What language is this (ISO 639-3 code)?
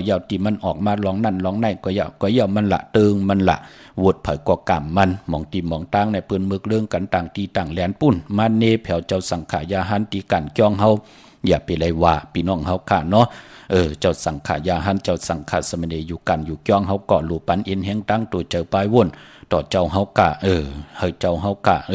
shn